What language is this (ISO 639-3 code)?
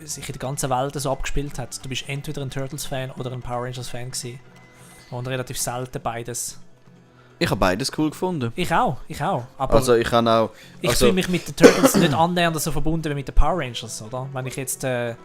gsw